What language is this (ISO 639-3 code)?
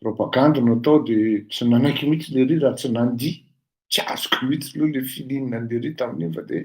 mlg